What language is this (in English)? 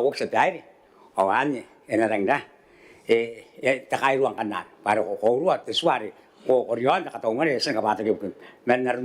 Gilbertese